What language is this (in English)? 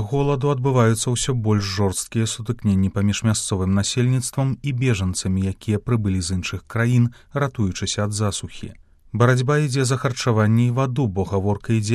Belarusian